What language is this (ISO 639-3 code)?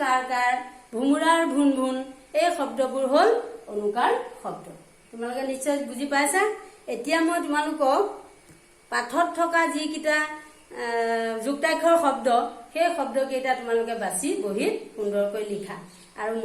asm